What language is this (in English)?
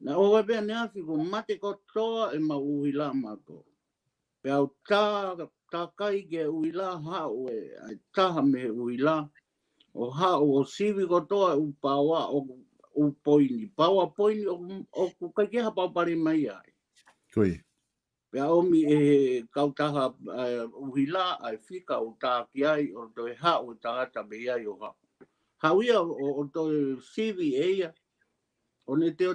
Tongan